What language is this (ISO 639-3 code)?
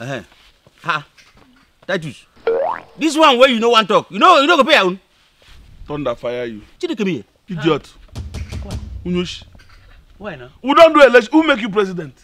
pcm